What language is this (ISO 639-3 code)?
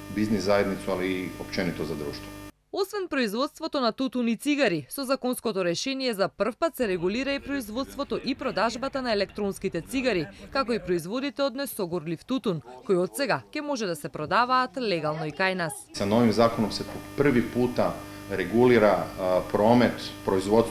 mkd